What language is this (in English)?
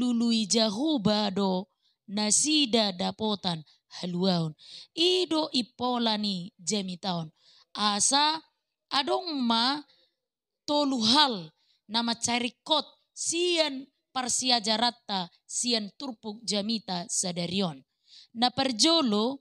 Batak Toba